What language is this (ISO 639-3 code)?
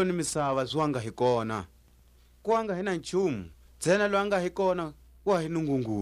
tsc